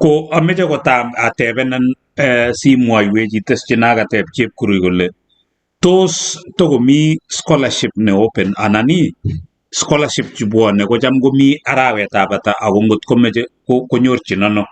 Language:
Kalenjin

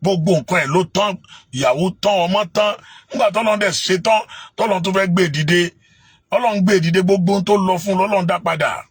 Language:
Yoruba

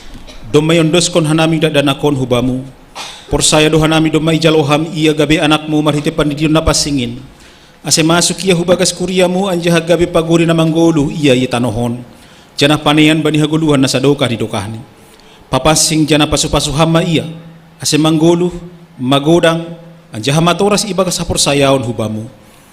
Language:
Batak Simalungun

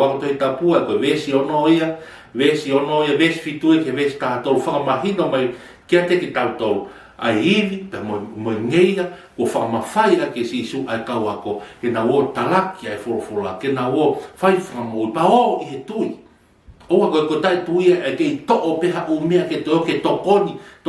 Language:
Tongan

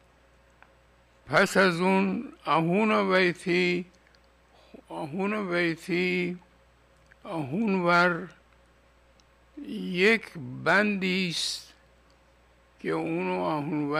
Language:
Persian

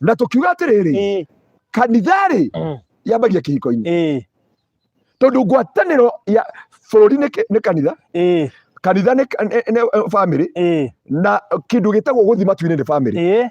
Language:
Kikuyu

